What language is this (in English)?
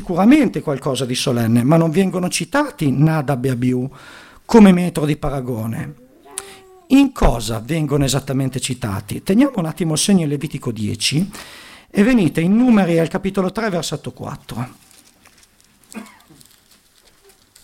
Italian